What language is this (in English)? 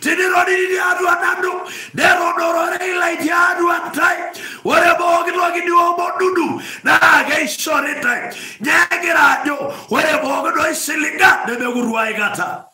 Masai